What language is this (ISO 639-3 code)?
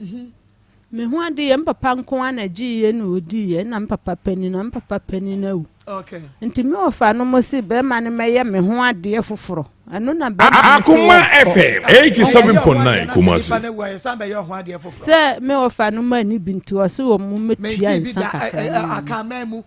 aka